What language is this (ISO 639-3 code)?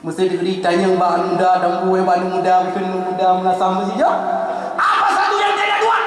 ace